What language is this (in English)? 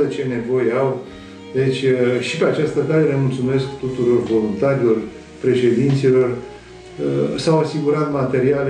Romanian